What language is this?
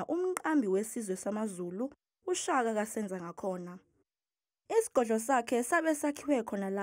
Zulu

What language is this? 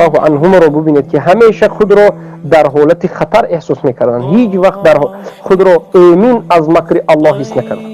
Tajik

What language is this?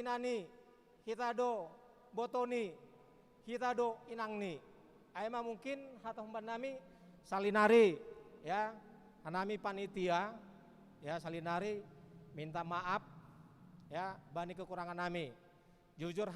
Batak Simalungun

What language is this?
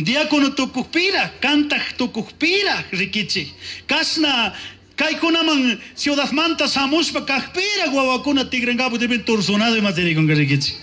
Chimborazo Highland Quichua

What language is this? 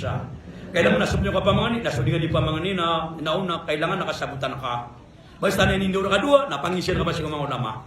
Maranao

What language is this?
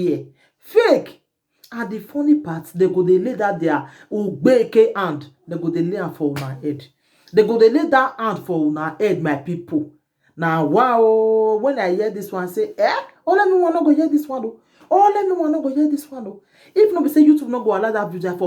Nigerian Pidgin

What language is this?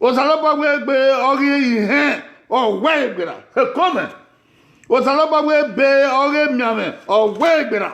Bini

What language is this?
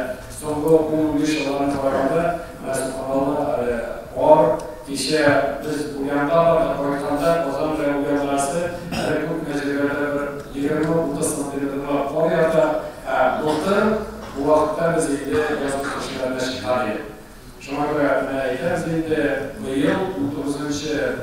Tatar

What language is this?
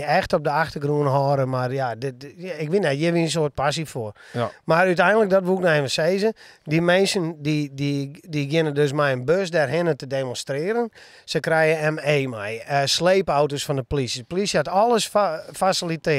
Western Frisian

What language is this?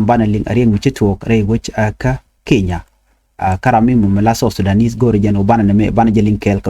Nuer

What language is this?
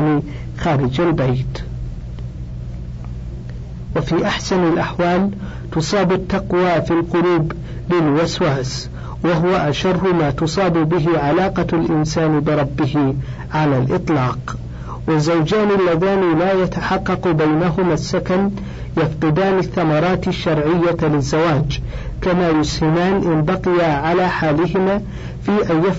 Arabic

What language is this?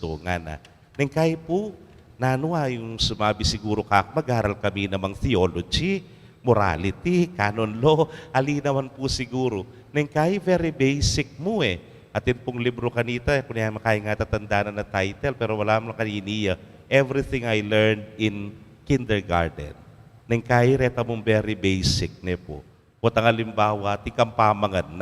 Pampanga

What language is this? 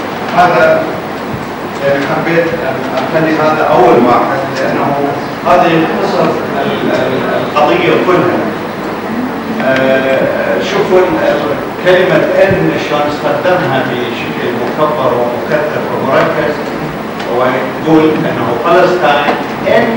Arabic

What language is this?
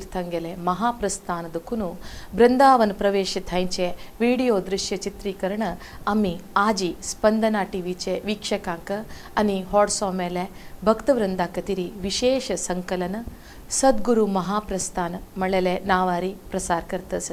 Konkani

